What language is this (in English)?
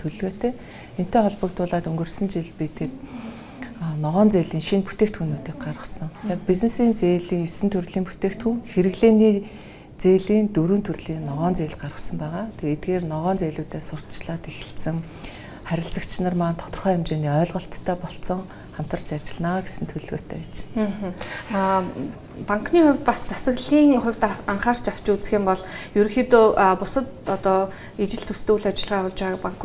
Mongolian